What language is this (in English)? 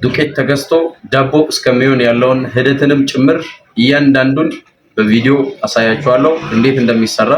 Amharic